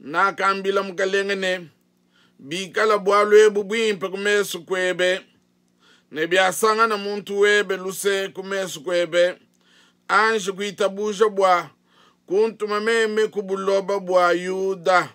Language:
Luba-Lulua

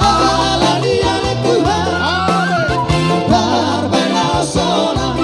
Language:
Batak Toba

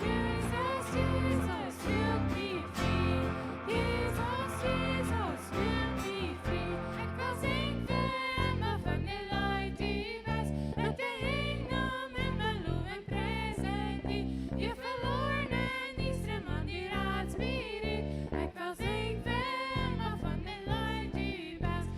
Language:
Plautdietsch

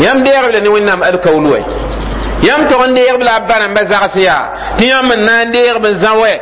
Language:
Mossi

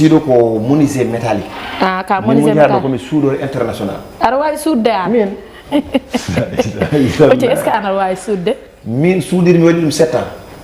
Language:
Fula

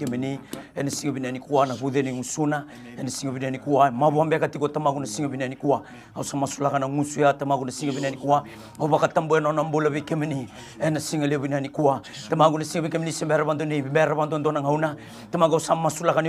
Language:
Fijian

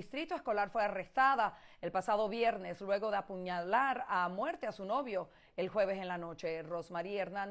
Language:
Spanish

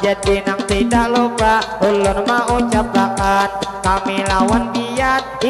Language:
Banjar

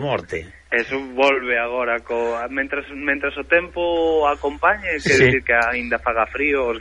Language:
Galician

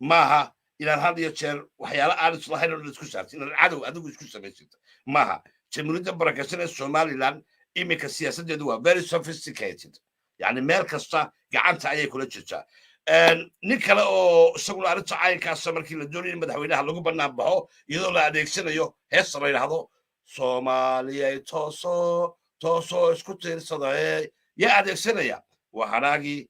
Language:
Somali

